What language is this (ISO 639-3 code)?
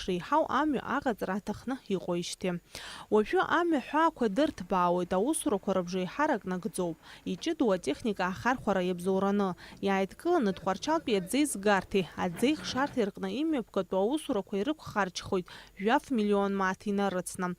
abk